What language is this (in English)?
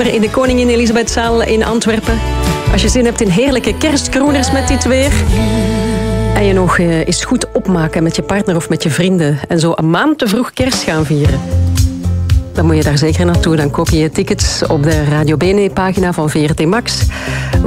Dutch